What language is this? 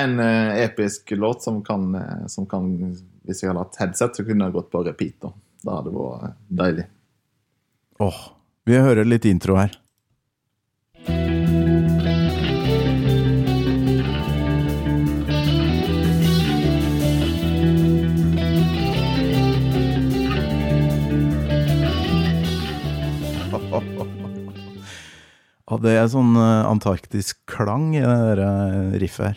Norwegian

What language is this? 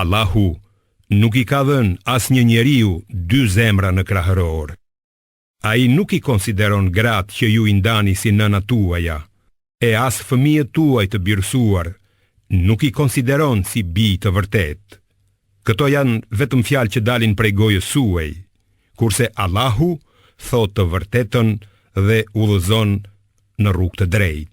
Albanian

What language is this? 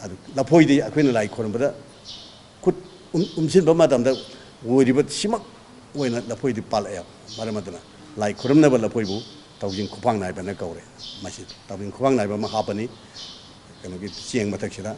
Manipuri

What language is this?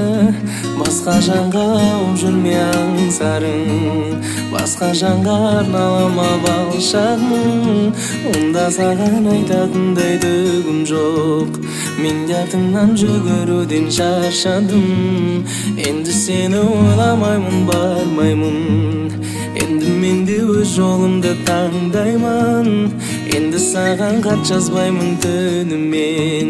Kazakh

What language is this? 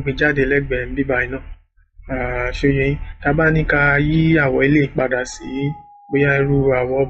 Yoruba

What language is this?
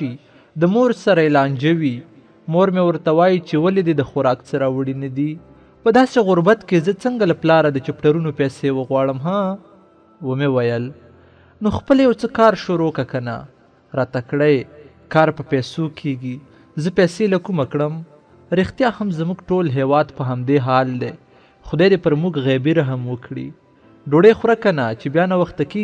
Pashto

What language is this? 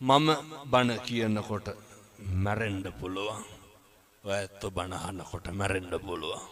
Sinhala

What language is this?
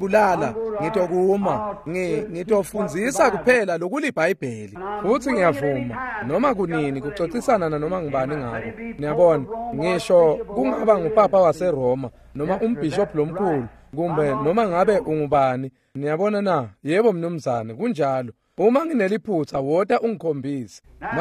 Swati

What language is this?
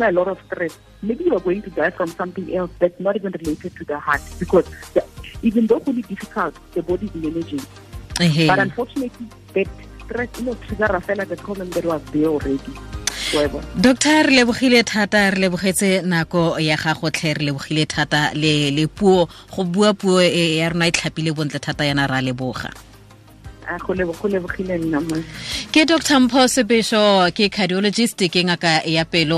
Tswana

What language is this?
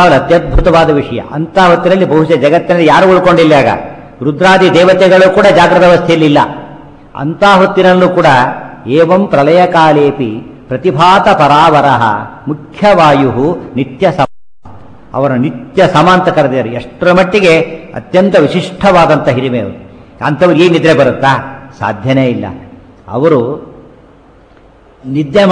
Kannada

